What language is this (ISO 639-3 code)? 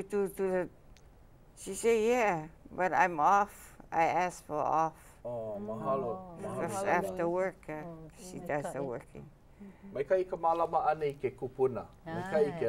haw